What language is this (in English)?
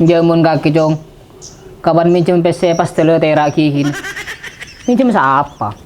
Madurese